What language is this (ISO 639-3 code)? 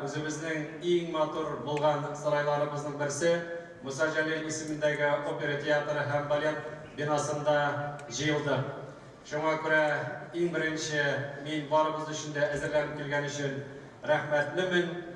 tat